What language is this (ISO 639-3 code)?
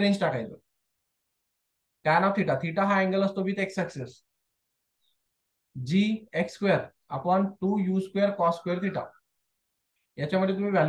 mar